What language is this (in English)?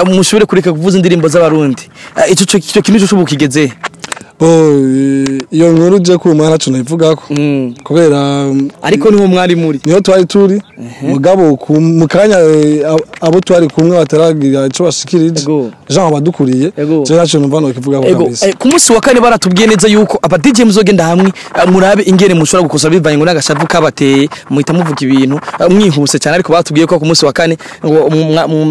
Rundi